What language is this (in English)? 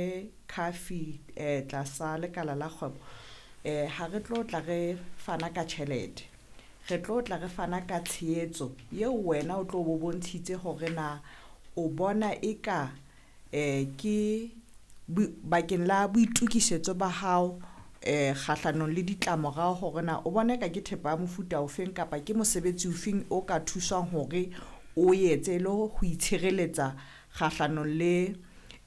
Southern Sotho